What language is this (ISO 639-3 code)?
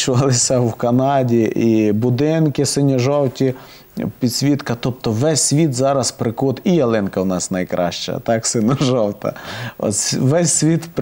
ukr